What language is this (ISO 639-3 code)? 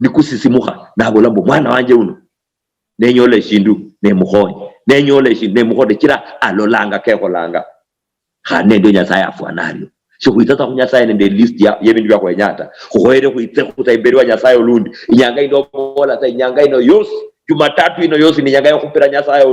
luy